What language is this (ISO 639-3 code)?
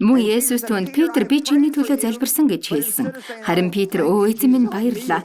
mon